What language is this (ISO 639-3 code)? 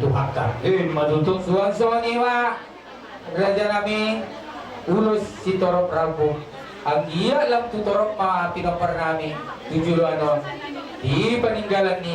bbc